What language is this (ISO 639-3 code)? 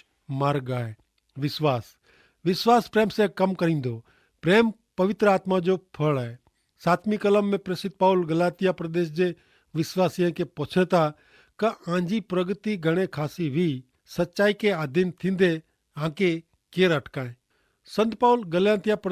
kfr